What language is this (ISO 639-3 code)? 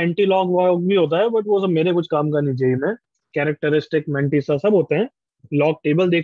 hin